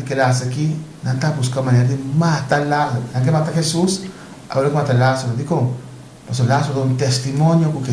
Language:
Papiamento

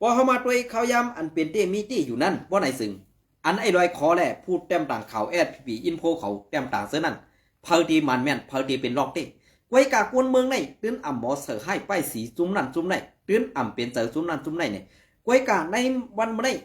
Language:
Shan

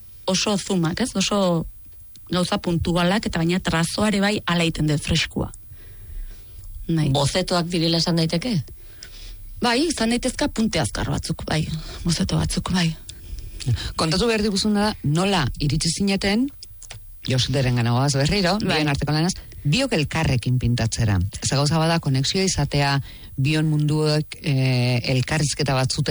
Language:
Basque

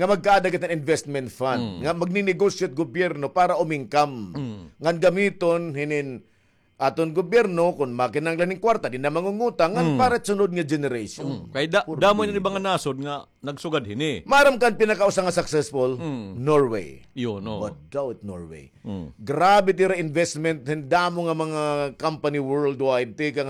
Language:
Waray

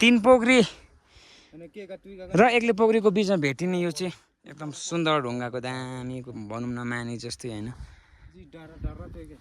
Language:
Nepali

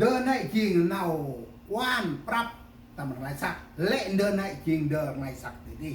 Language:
Central Mnong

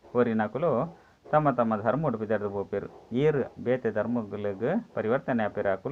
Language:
Tulu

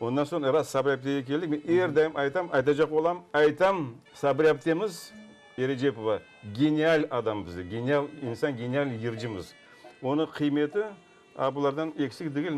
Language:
Crimean Tatar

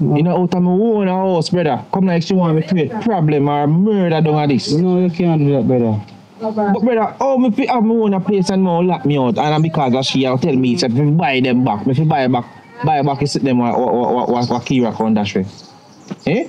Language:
Jamaican Creole English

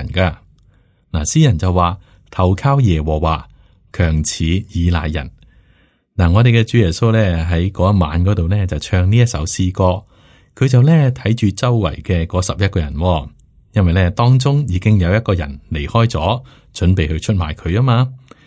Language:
Cantonese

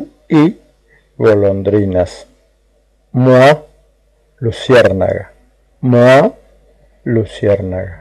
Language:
Guarani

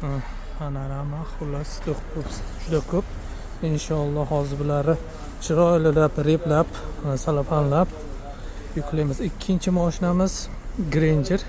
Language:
Uzbek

